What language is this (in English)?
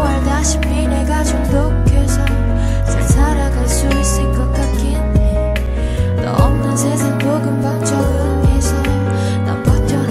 Korean